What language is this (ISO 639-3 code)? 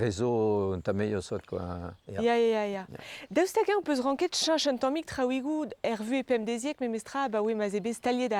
bre